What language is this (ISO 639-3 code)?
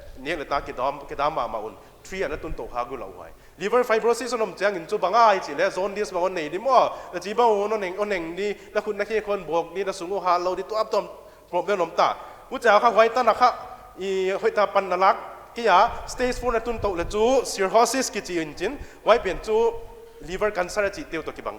pck